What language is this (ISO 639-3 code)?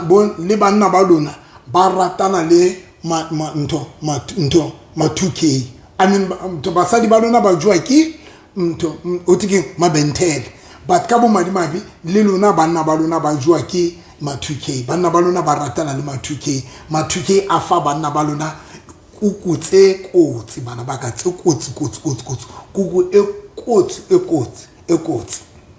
sot